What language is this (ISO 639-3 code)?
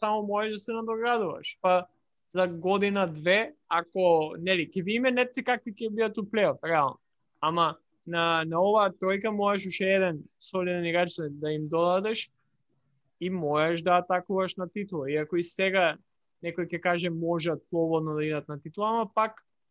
mkd